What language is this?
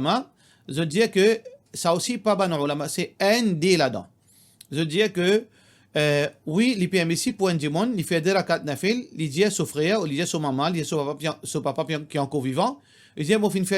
Morisyen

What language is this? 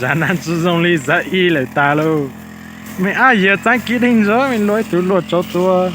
Hmong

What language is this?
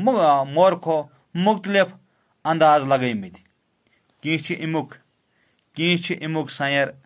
Kashmiri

